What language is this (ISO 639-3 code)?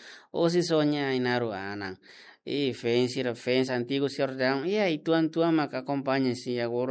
tet